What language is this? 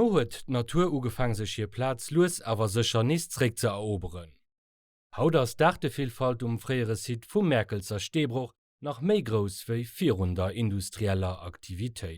Luxembourgish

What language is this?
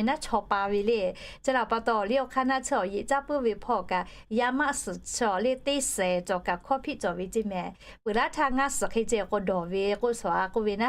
Lahu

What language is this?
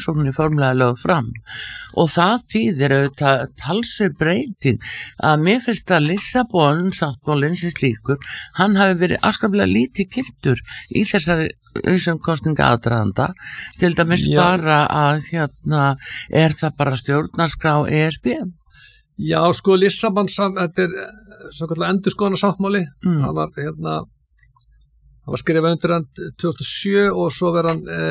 Icelandic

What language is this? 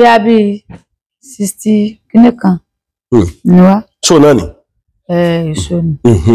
Yoruba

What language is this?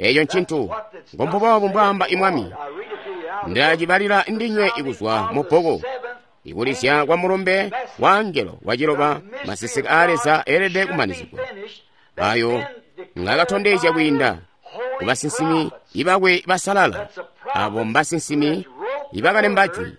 Tonga (Zambia)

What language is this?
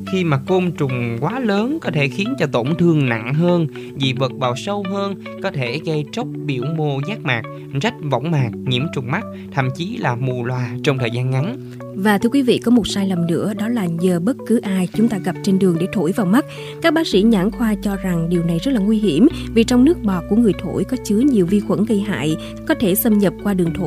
Vietnamese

